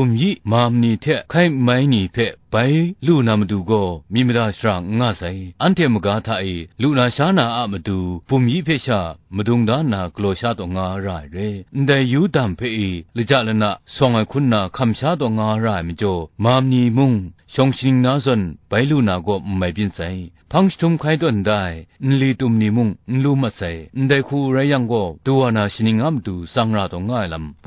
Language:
Kachin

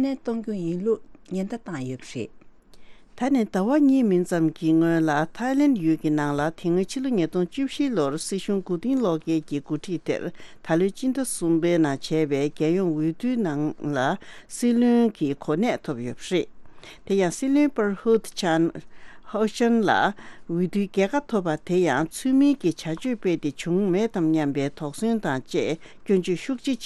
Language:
Tibetan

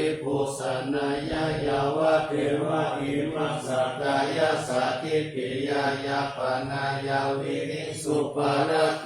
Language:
Pali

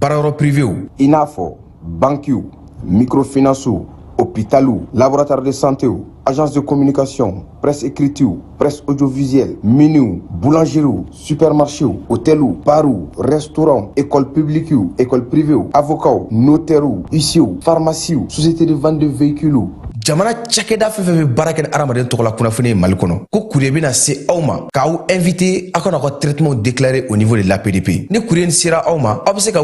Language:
Bambara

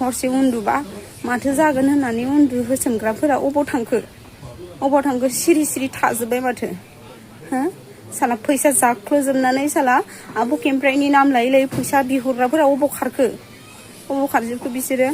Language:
Bodo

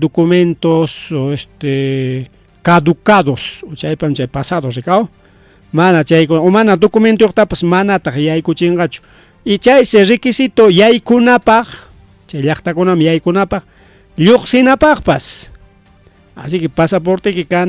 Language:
Ayacucho Quechua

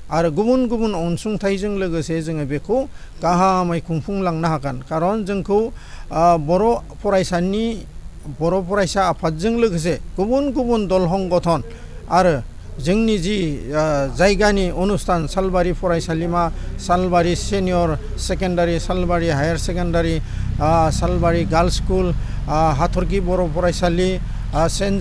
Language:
Bodo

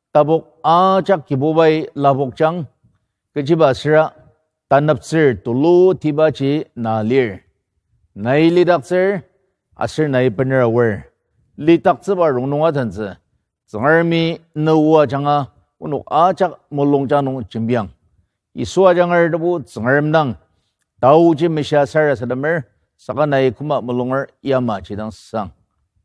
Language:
Ao Naga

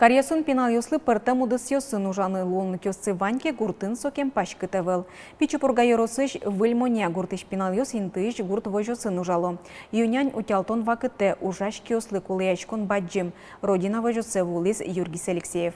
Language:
Udmurt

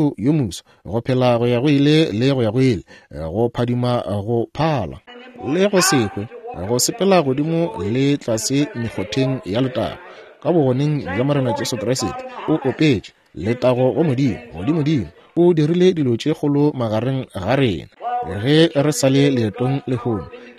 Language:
Northern Sotho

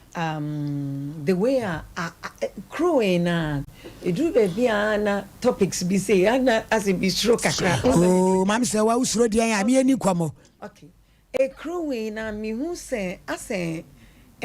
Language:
Akan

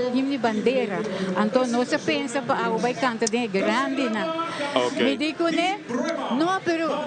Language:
Papiamento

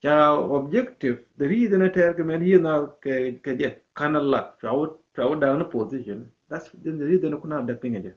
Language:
Nuer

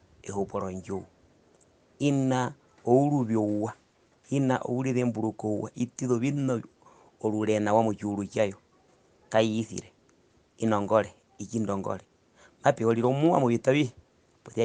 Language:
Herero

